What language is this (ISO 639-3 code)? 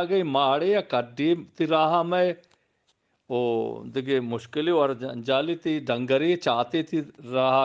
bgp